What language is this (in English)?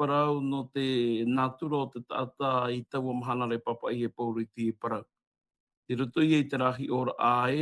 Tahitian